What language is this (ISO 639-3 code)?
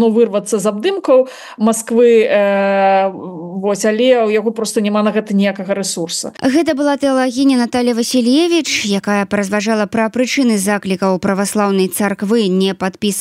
bel